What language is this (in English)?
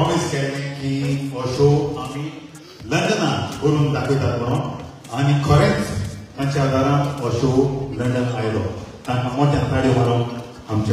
Konkani